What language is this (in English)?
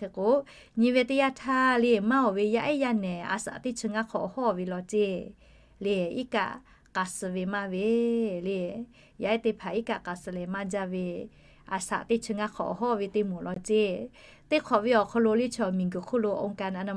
Lahu